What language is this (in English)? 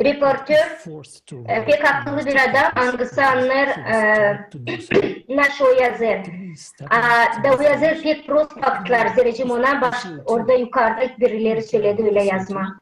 Gagauz